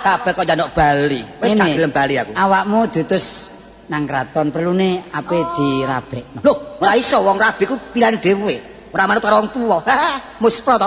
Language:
Javanese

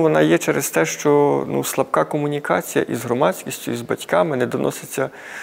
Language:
Ukrainian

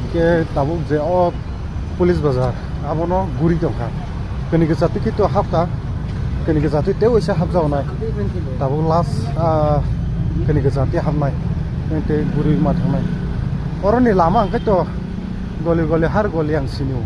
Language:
Kok Borok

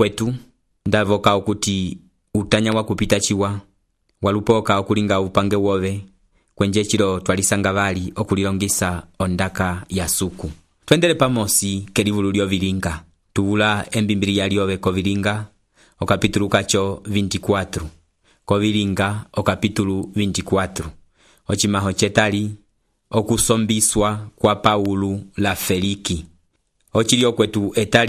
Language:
Umbundu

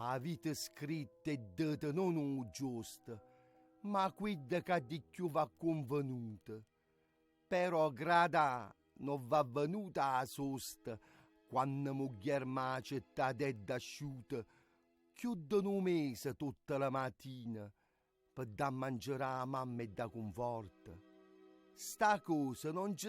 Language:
Neapolitan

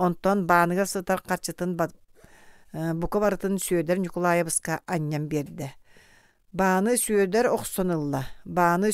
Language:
Yakut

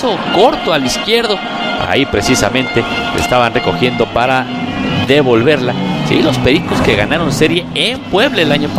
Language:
Spanish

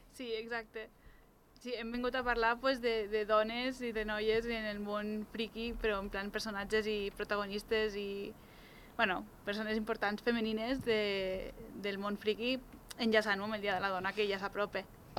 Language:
Catalan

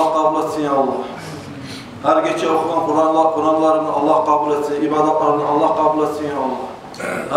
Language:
Kumyk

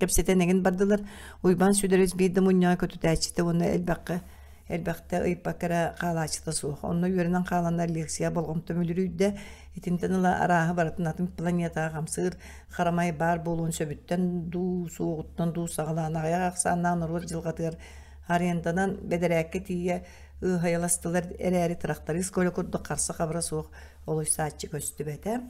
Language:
Yakut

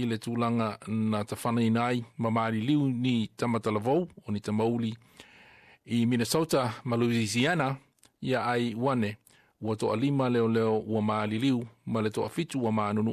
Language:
Samoan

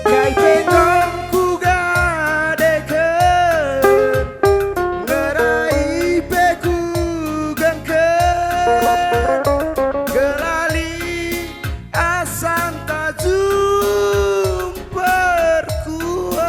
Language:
Batak Karo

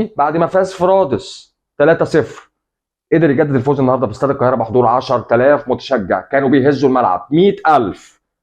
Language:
Egyptian Arabic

